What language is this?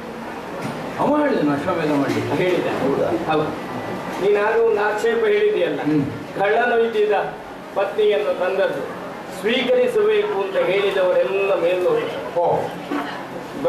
Kannada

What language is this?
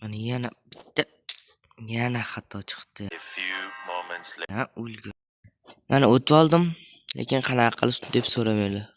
Uzbek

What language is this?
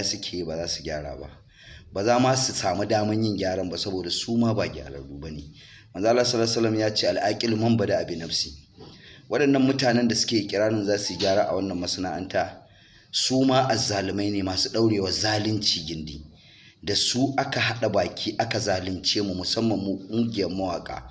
Hausa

